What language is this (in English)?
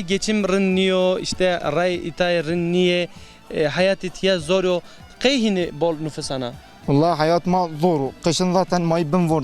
Zaza